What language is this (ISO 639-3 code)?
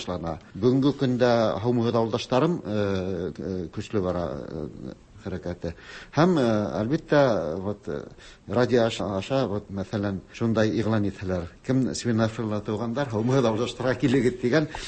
tat